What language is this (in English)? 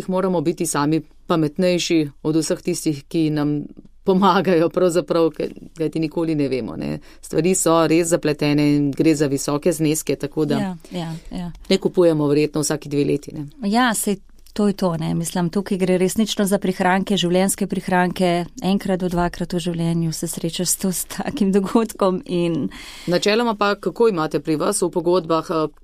Slovenian